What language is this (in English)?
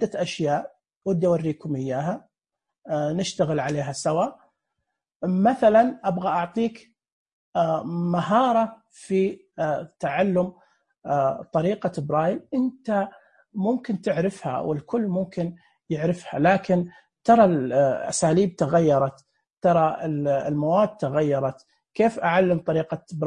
Najdi Arabic